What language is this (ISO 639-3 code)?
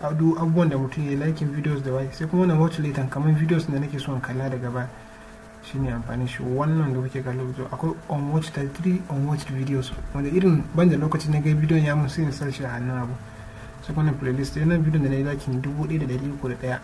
hau